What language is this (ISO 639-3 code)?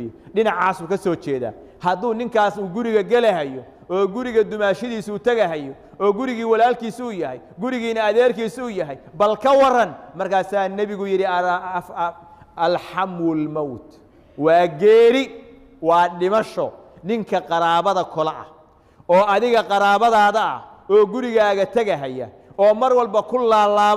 som